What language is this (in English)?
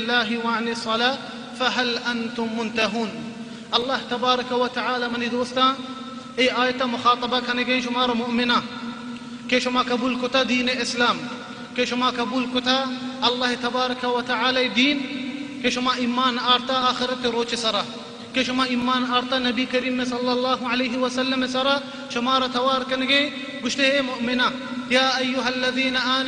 Baluchi